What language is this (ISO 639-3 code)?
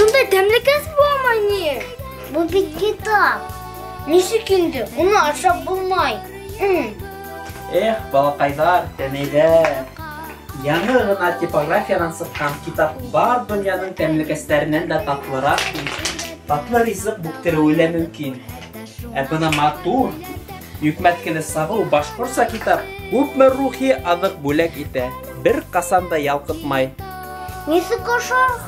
bak